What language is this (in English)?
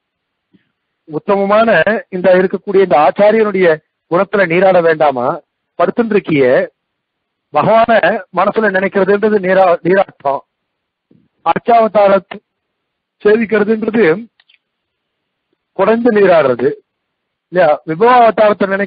Tamil